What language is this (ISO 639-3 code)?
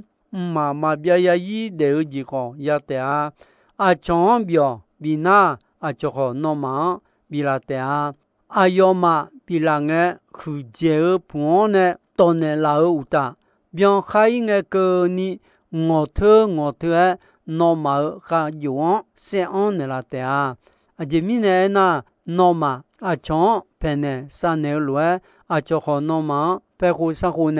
ahk